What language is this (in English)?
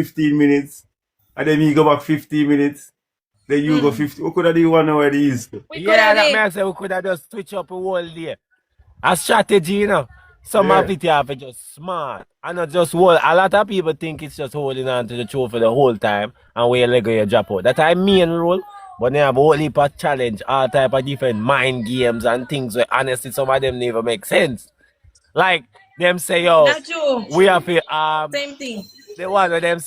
Jamaican Creole English